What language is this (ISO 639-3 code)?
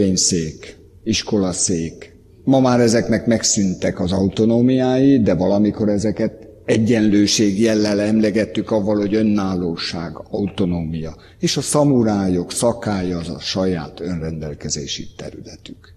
hun